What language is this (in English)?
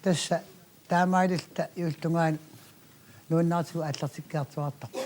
Kalaallisut